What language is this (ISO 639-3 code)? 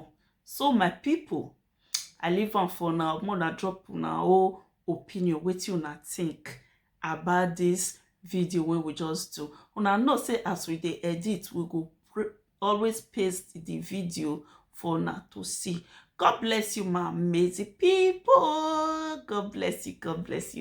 pcm